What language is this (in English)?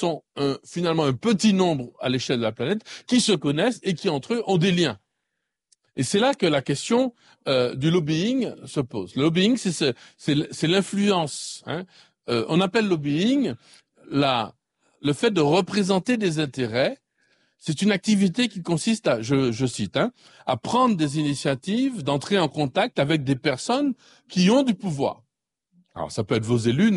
French